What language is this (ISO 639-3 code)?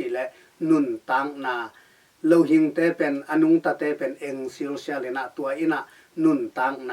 ctd